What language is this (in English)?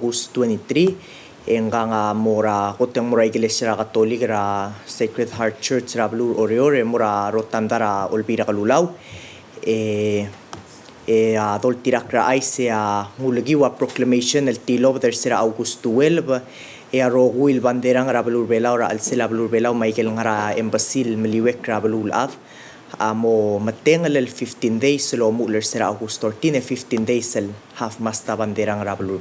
Palauan